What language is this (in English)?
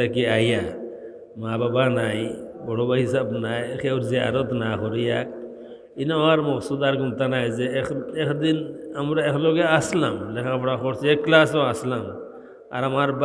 Sylheti